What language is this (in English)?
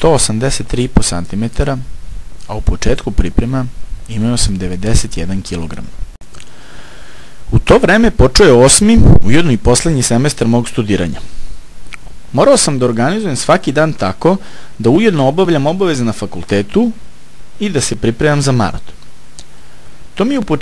Serbian